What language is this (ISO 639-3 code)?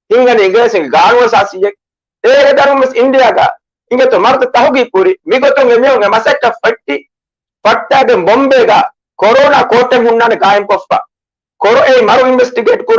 div